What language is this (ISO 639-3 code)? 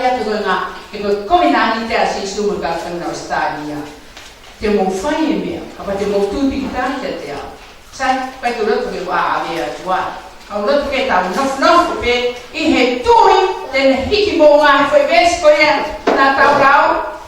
ton